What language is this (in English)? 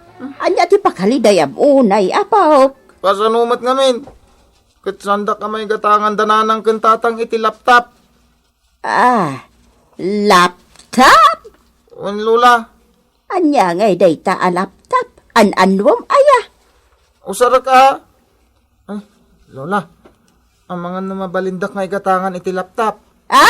Iloko